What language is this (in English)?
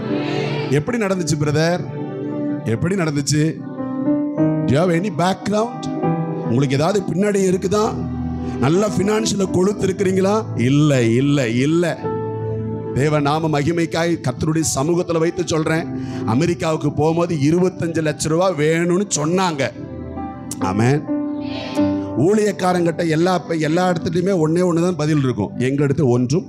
Tamil